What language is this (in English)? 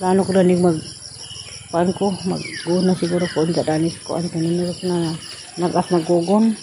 Cebuano